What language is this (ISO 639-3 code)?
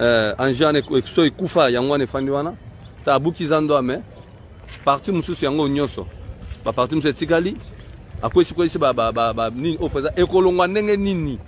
lin